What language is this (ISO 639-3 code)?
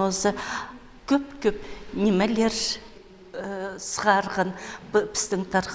kjh